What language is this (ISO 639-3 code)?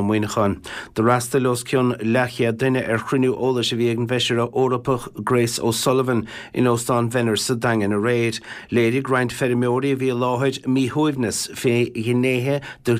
gle